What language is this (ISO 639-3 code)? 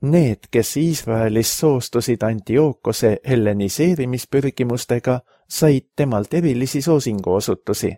est